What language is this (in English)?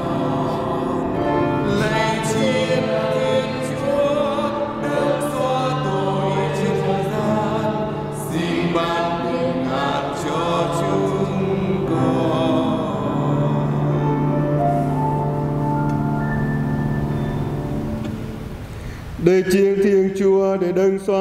Vietnamese